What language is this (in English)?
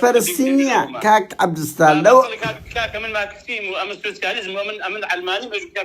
Central Kurdish